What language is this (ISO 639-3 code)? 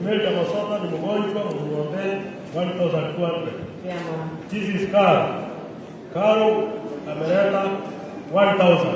guz